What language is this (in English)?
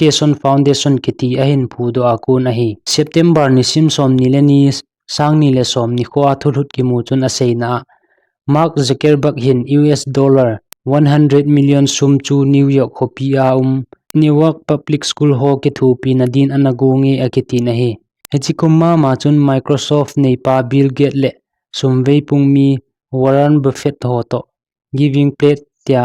Thado Chin